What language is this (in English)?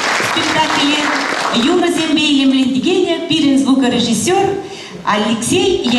Chuvash